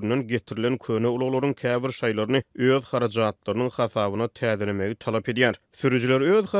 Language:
Turkmen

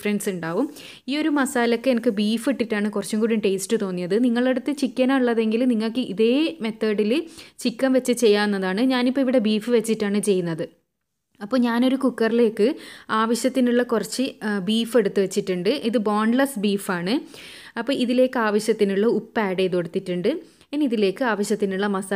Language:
Malayalam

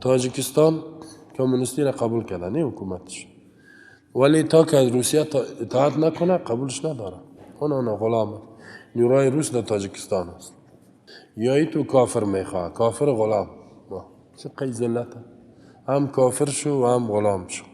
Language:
Persian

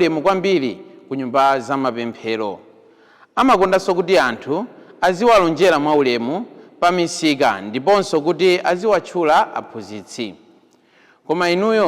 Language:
Nyanja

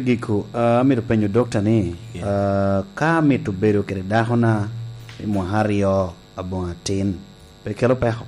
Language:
Lango (Uganda)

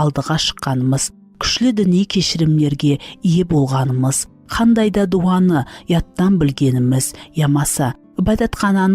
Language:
Kara-Kalpak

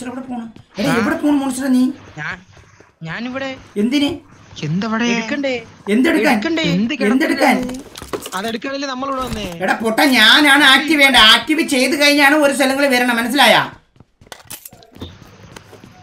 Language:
Malayalam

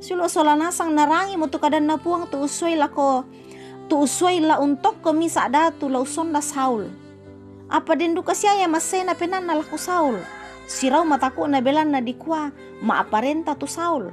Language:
Toraja-Sa'dan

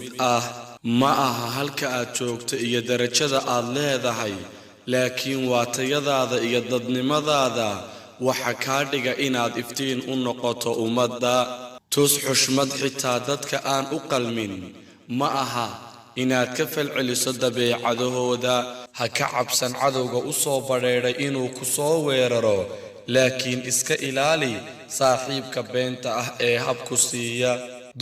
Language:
Somali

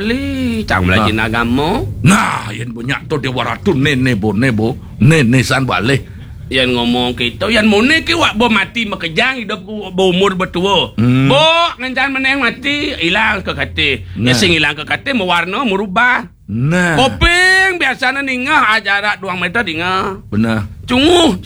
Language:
Balinese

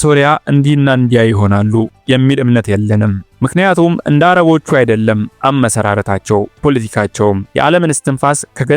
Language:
Amharic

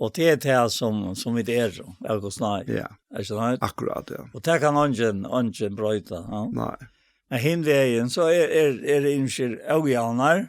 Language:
Faroese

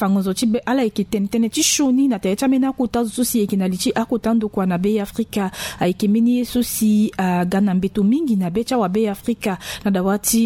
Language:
Sango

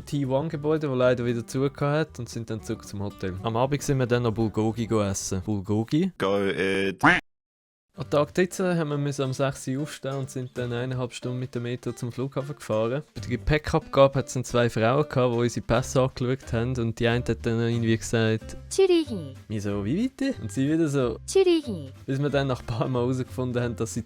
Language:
Swiss German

